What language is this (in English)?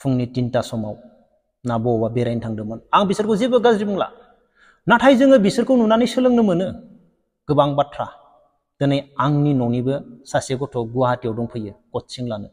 Bodo